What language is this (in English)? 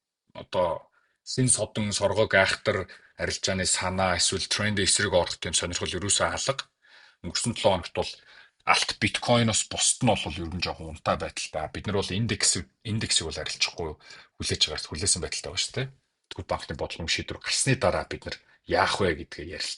Mongolian